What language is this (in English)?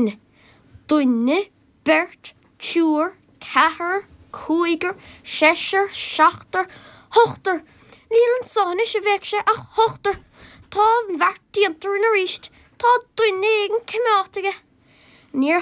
Irish